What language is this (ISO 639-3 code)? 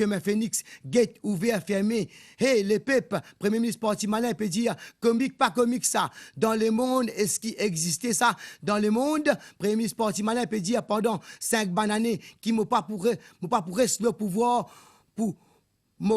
mfe